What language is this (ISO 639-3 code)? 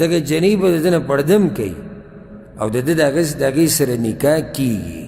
pus